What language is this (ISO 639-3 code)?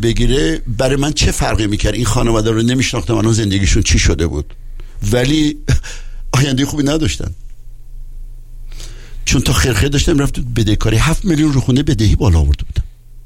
fas